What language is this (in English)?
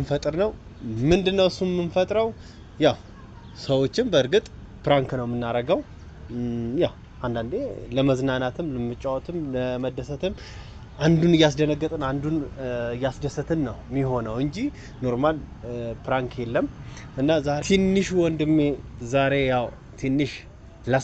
Amharic